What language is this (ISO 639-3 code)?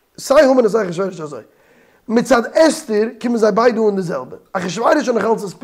yid